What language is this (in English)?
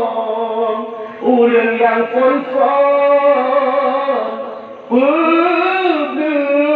Achinese